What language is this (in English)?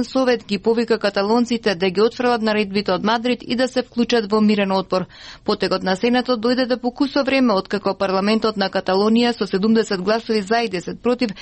Macedonian